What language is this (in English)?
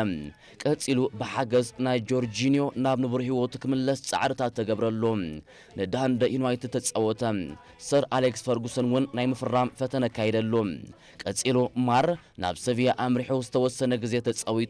Tigrinya